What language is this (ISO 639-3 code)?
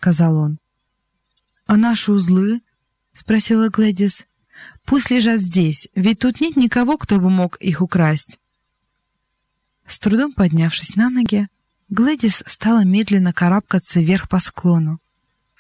rus